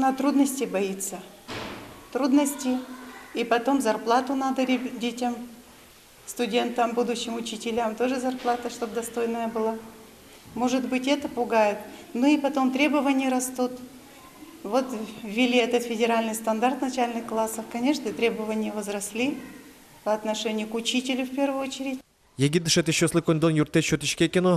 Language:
Udmurt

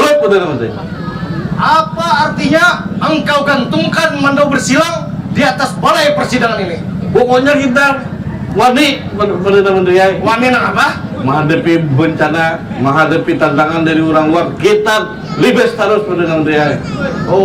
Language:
Banjar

